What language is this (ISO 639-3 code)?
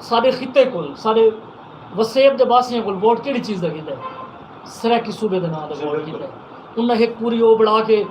skr